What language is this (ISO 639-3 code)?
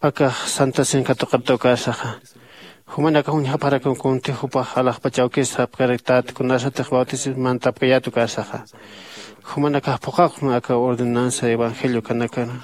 aym